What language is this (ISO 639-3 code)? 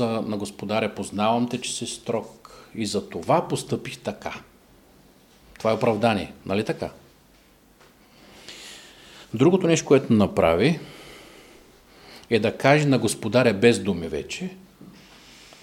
bul